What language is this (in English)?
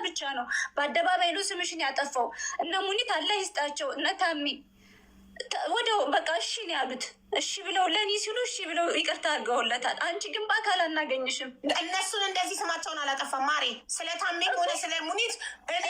Amharic